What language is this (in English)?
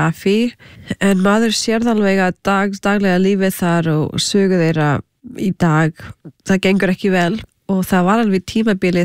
Icelandic